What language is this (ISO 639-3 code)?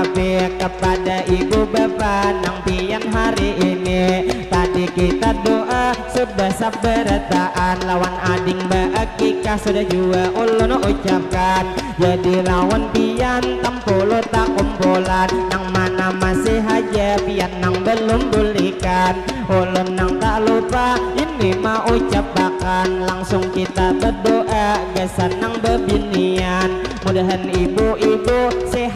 bjn